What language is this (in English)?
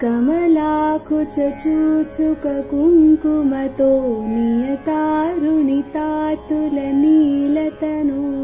Sanskrit